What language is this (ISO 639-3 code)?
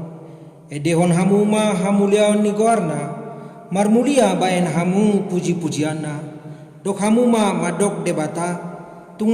bbc